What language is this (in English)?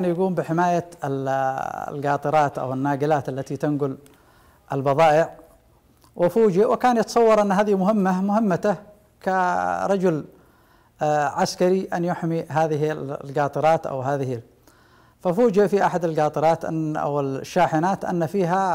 Arabic